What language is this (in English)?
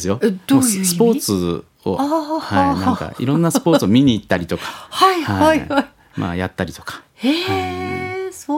Japanese